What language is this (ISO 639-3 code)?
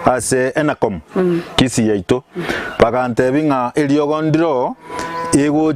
guz